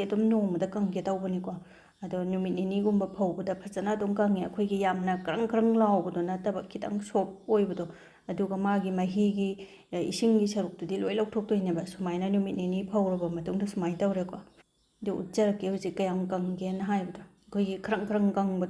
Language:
Manipuri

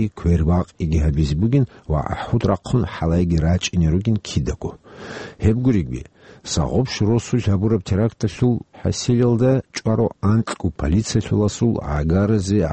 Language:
Avaric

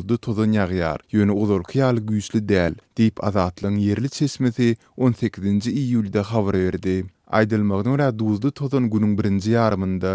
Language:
Turkmen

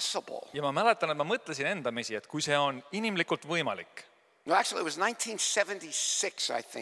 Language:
Estonian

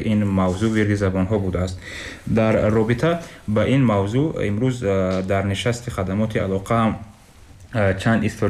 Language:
Tajik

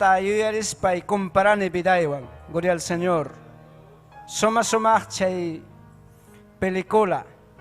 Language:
Ayacucho Quechua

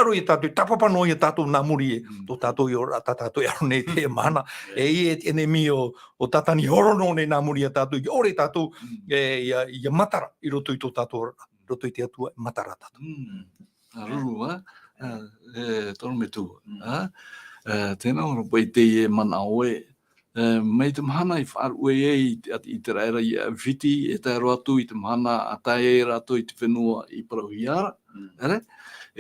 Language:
Tahitian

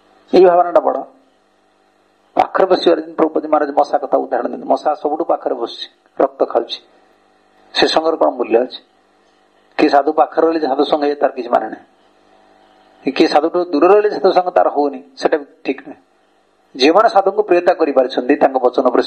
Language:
Odia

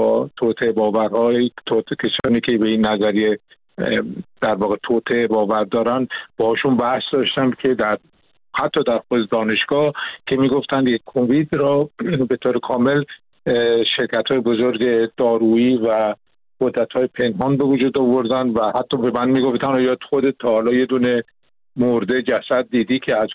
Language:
Persian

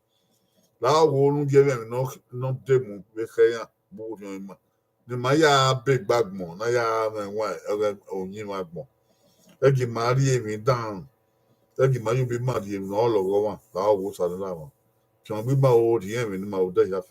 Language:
Bini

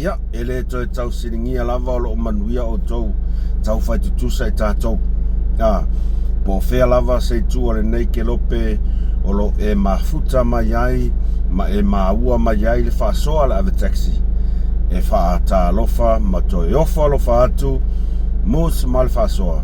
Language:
Samoan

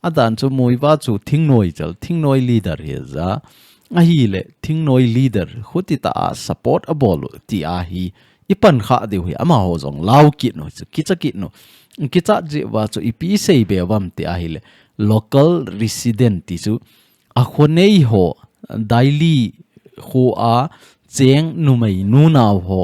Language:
Thado Chin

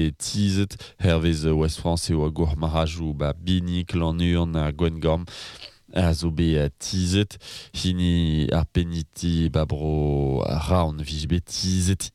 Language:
Breton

